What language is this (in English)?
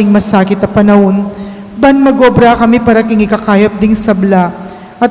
Pampanga